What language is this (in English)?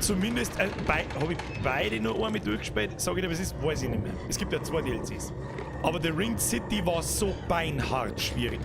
Bavarian